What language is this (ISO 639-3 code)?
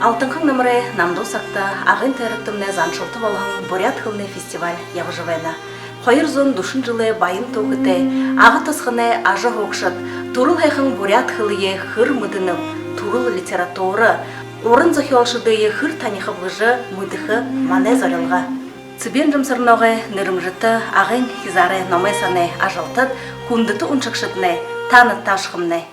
bua